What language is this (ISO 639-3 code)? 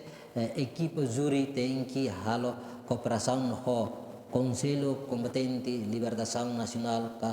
tet